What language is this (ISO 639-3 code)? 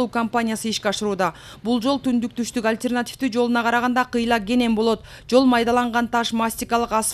kir